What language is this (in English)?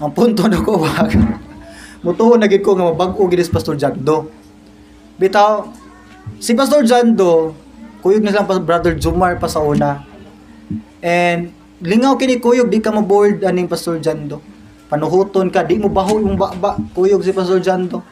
Cebuano